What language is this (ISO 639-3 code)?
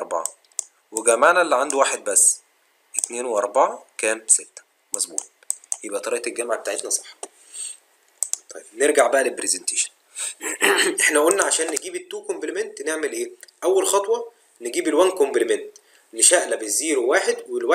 arz